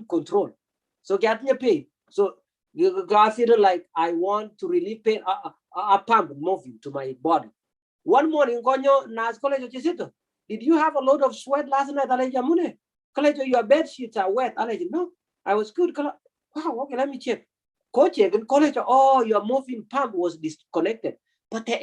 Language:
Kalenjin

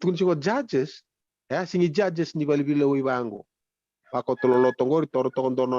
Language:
Fijian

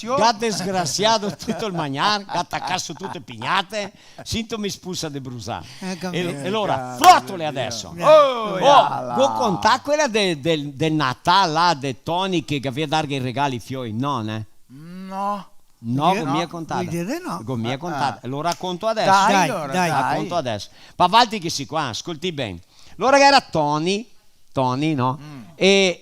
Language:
Venetian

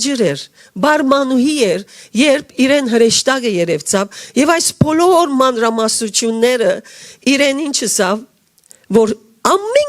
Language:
Western Armenian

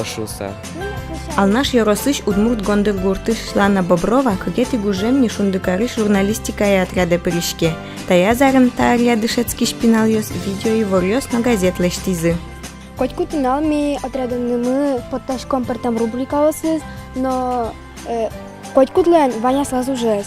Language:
Udmurt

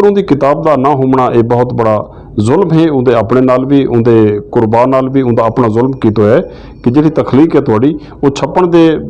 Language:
Western Panjabi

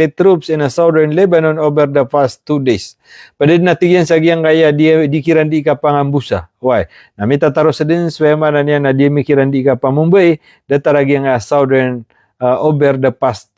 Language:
Maranao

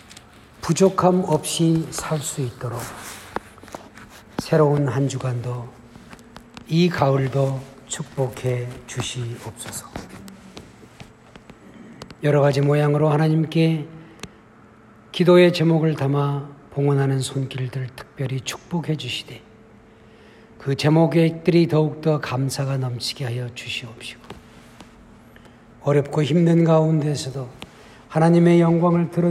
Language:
Korean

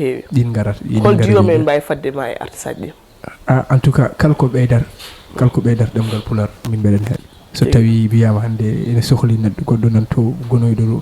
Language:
Fula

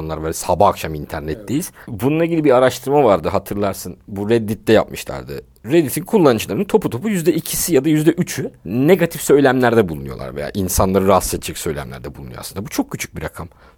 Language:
Turkish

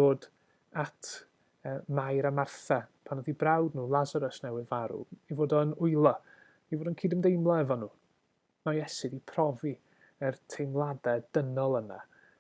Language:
Welsh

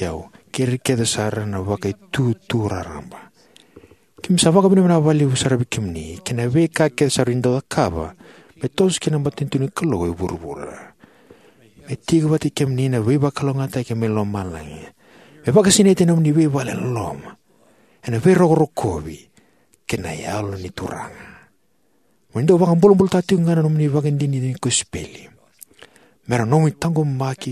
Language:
Fijian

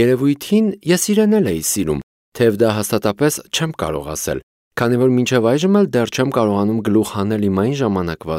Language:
Armenian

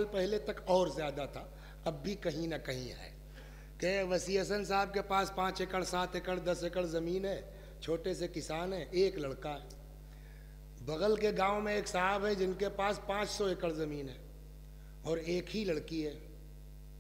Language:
Urdu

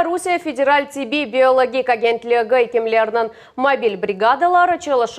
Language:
Crimean Tatar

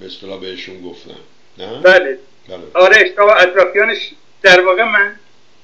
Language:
Persian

